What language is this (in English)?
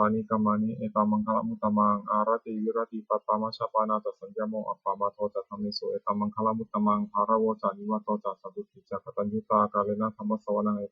Pali